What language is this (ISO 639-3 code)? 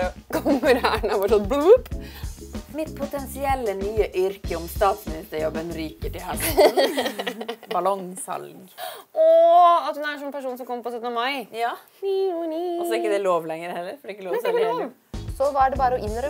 nor